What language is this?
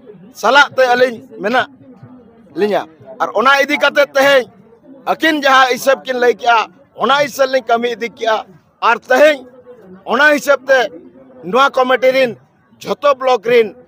Santali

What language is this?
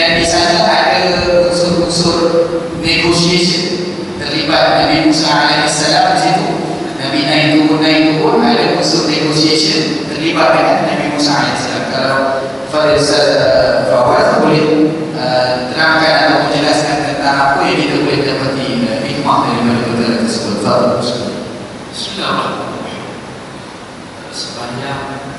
Malay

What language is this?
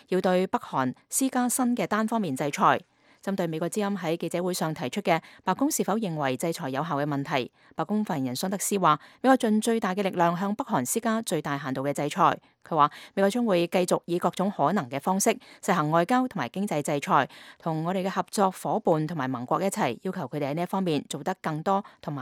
Cantonese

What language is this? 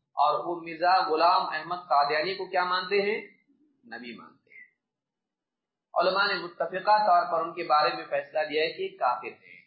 Urdu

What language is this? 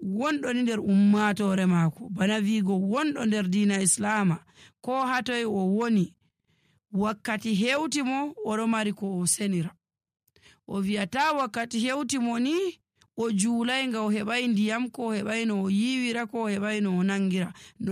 Nigerian Fulfulde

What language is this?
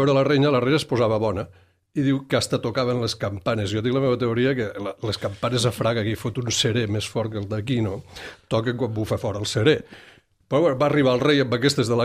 Catalan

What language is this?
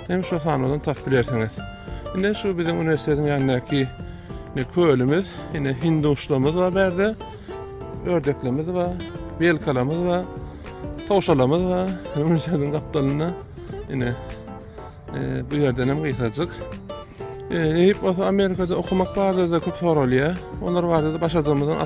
Turkmen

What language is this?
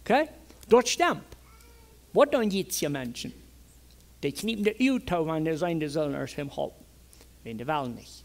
Plautdietsch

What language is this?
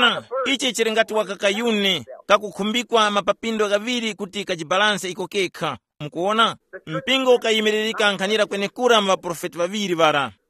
Tumbuka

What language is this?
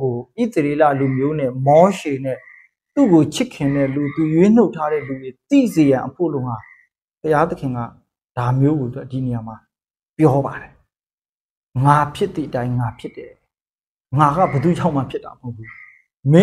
Burmese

